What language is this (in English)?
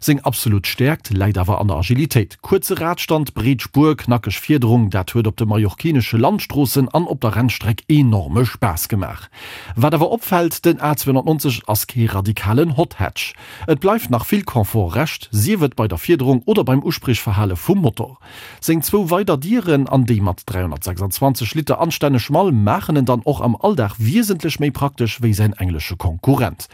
Luxembourgish